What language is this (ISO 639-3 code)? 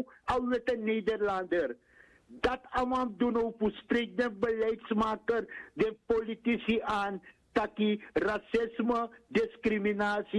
nld